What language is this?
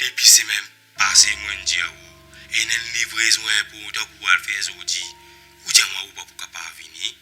Morisyen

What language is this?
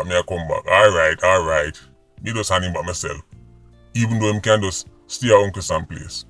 Jamaican Creole English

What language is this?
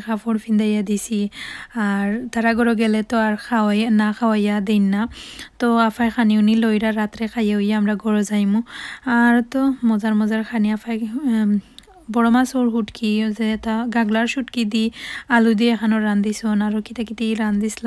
Sylheti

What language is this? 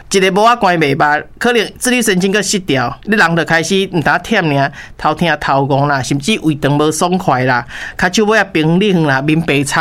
Min Nan Chinese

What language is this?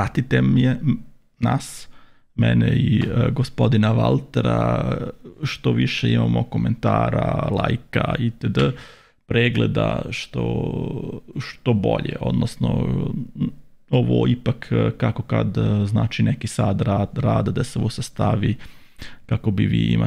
Serbian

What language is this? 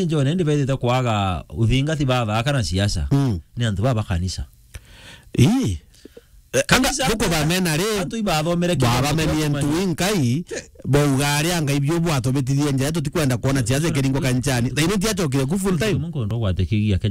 Meru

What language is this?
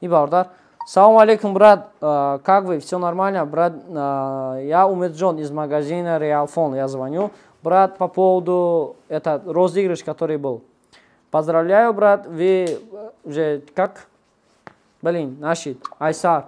Tajik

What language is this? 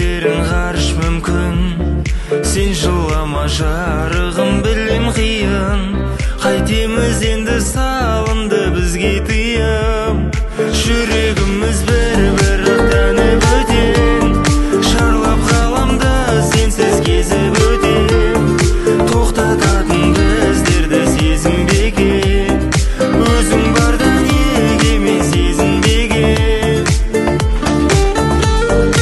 Kazakh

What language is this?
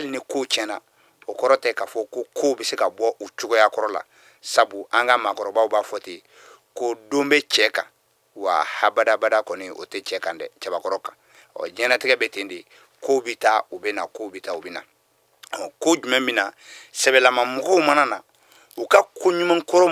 Bambara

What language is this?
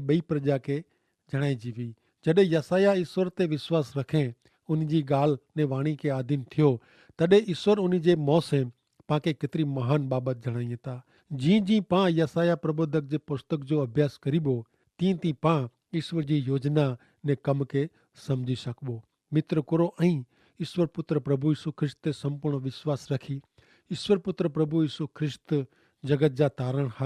Kachhi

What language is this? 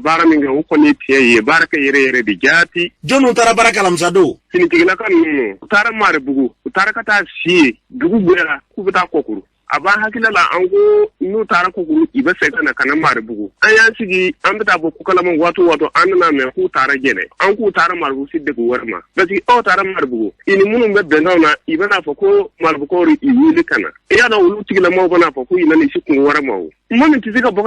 Bambara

